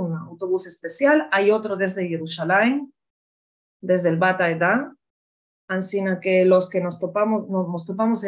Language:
Ladino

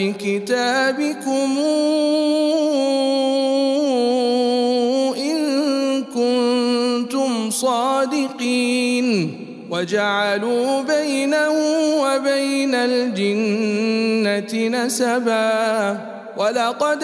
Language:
Arabic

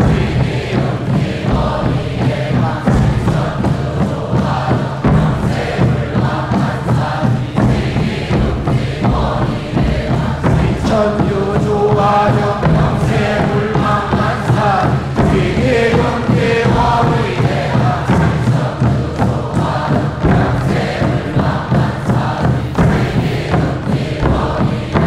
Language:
Korean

